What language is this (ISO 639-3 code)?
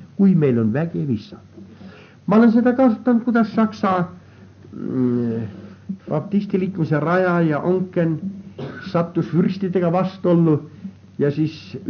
est